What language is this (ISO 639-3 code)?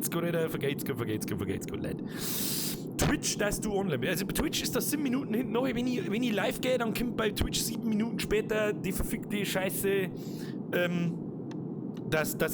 bar